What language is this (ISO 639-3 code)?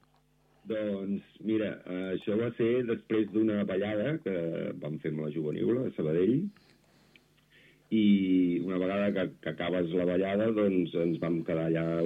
cat